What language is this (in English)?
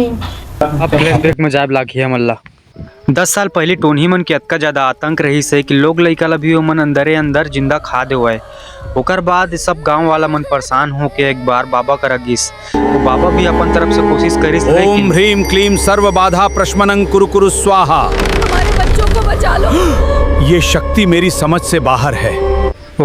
Chhattisgarhi